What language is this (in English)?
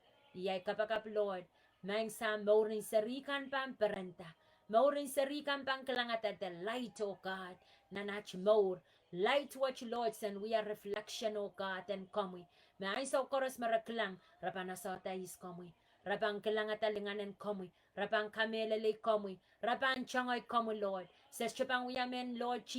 Pohnpeian